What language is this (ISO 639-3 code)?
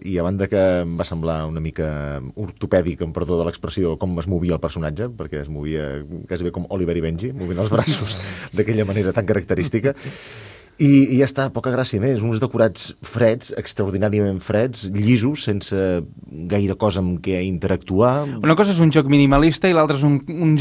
cat